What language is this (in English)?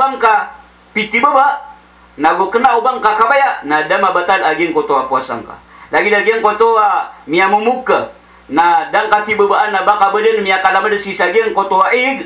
Maranao